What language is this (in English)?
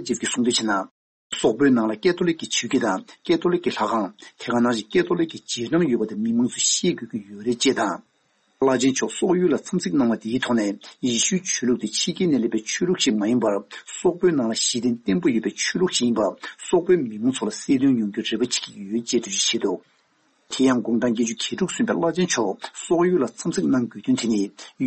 Tibetan